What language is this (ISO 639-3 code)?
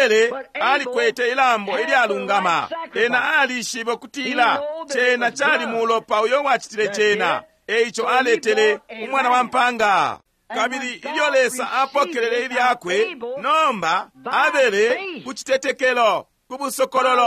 bem